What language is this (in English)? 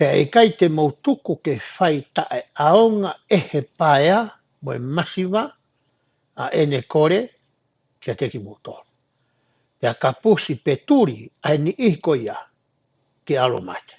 Tongan